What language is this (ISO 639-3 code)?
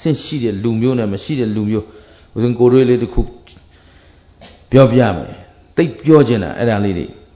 mya